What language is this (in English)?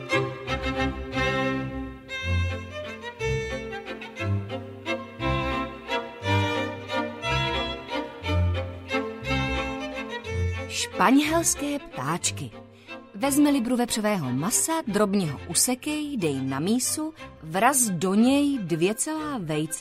Czech